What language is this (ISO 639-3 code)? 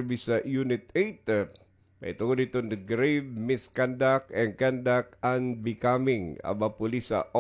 war